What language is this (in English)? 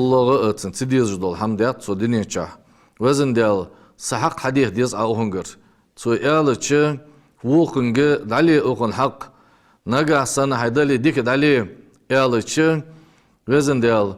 Ingush